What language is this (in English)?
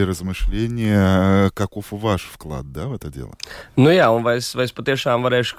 Latvian